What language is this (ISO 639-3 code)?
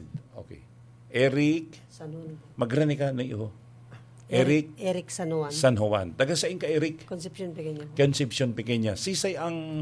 bik